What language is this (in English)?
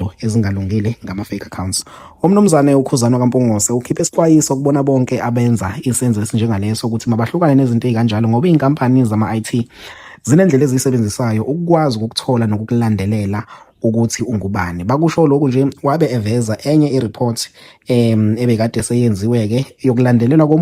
Zulu